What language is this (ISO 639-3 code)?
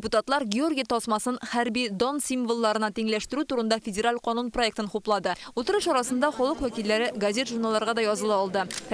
tat